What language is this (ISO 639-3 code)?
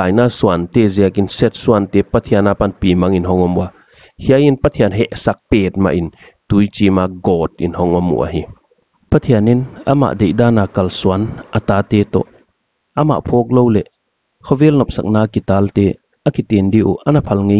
pck